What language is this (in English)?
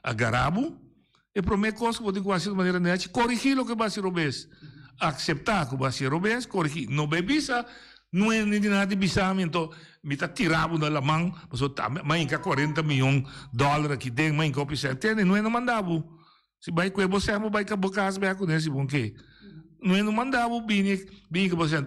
Papiamento